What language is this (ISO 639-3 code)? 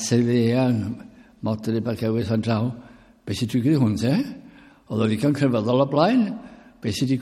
cym